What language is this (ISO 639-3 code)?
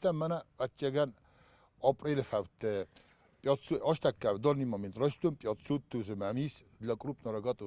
oss